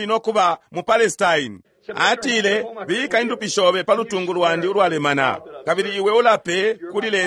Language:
Bemba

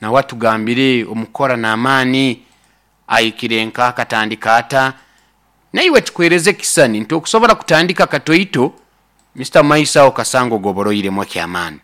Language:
Nyoro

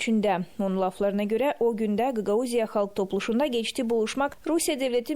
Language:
Gagauz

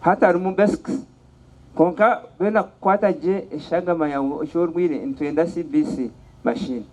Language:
Nyankole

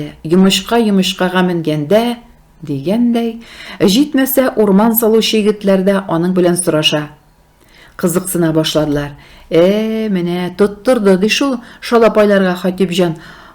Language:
Tatar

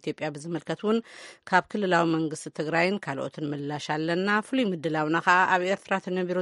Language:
Tigrinya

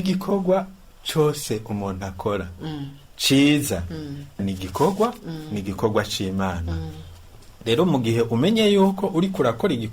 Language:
Rundi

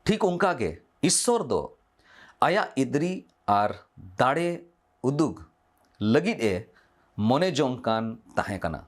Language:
Santali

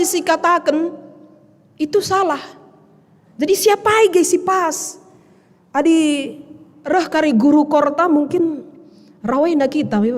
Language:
Batak Karo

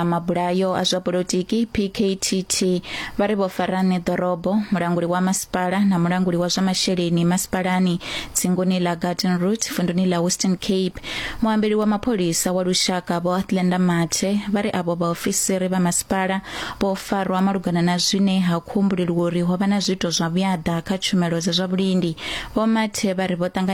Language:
Venda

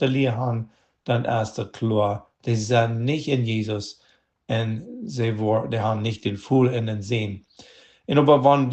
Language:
Plautdietsch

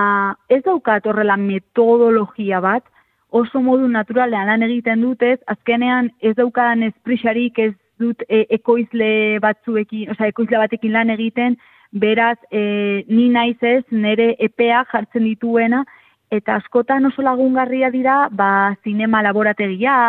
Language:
Basque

